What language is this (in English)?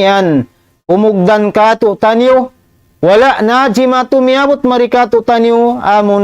Tausug